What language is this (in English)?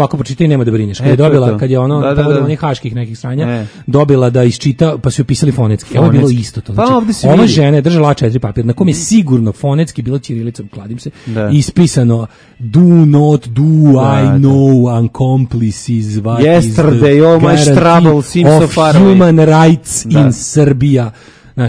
Serbian